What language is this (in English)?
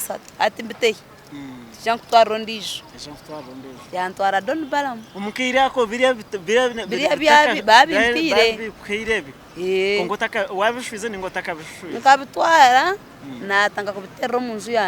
Nyankole